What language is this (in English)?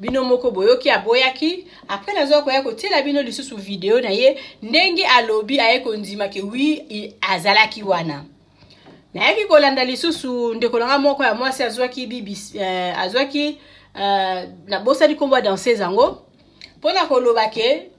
Lingala